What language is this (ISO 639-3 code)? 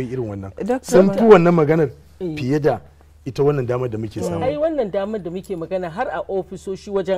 hau